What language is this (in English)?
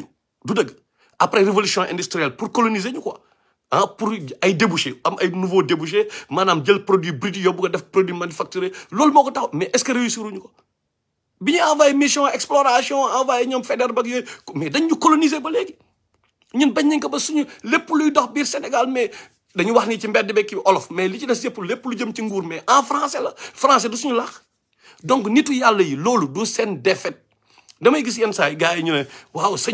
Wolof